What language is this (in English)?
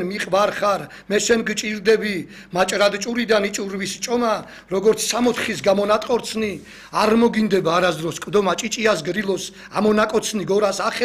Georgian